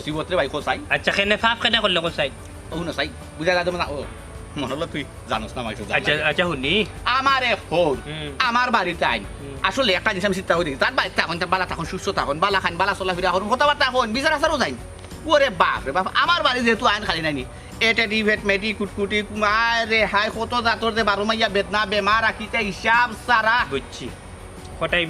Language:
Sylheti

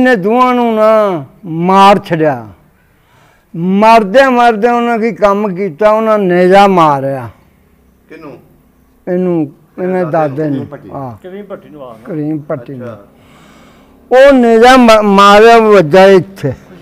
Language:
Punjabi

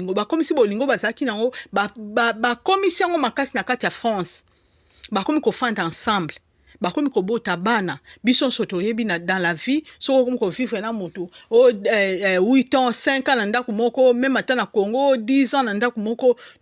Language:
Lingala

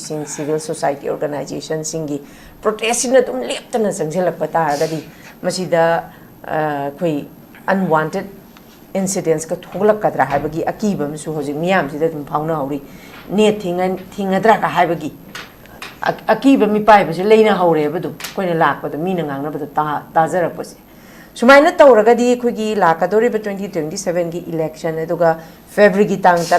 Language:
Manipuri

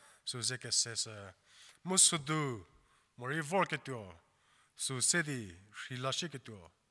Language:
Angami Naga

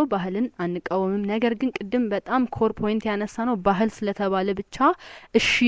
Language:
Amharic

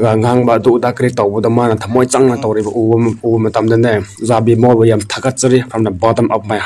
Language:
Manipuri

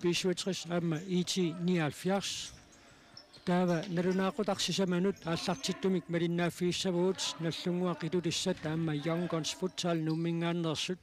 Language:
Kalaallisut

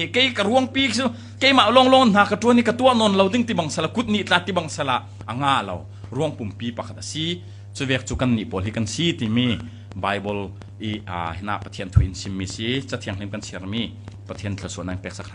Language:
Falam Chin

